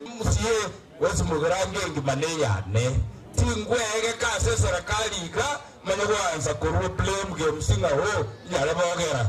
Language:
Gusii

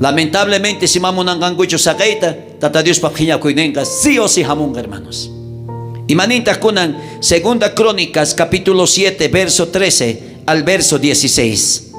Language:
South Bolivian Quechua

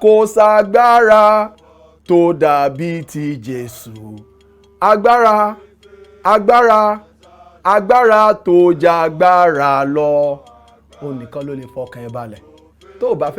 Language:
Yoruba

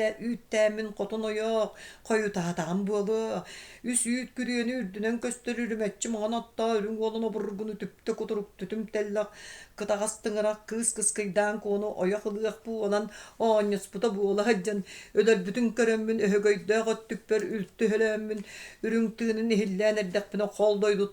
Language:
Yakut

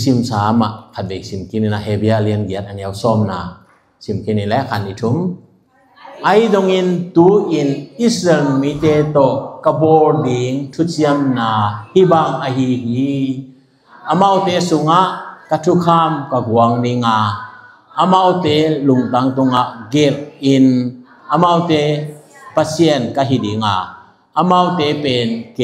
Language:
Tedim Chin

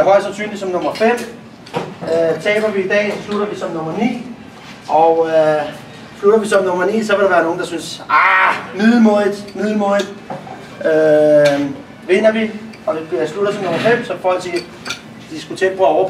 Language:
Danish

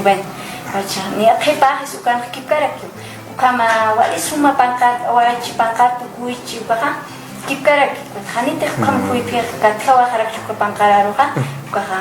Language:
Aymara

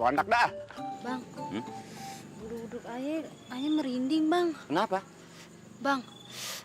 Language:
Betawi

